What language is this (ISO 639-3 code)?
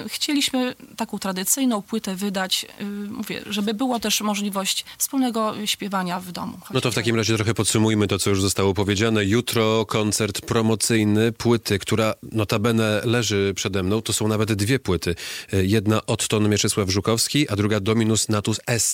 pol